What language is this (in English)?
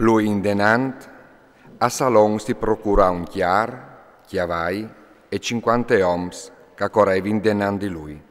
Friulian